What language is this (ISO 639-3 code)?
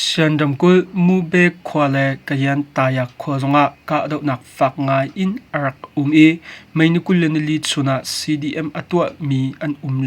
cnh